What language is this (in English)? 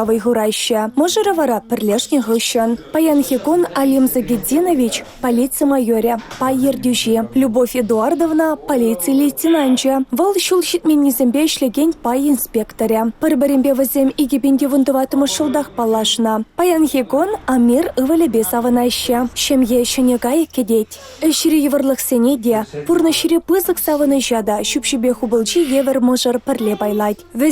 Chuvash